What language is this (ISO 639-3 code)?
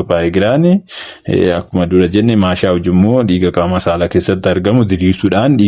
orm